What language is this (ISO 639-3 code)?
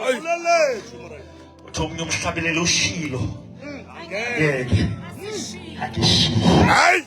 sot